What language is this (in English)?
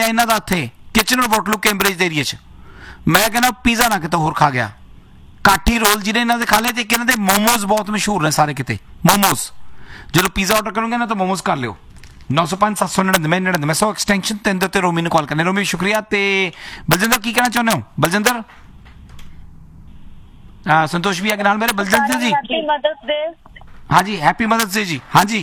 Punjabi